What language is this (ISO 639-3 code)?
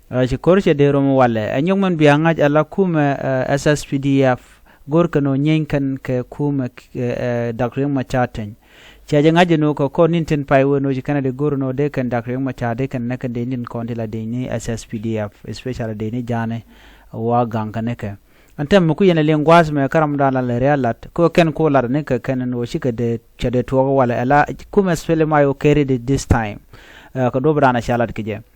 nus